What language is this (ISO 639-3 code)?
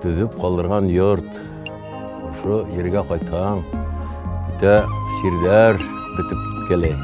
bak